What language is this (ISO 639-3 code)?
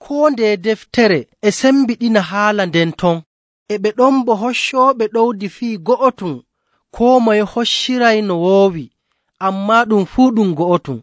fuv